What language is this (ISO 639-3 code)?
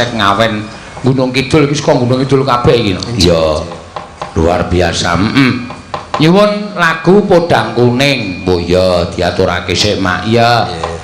jav